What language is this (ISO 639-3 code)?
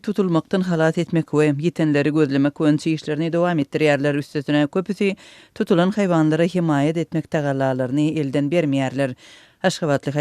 tuk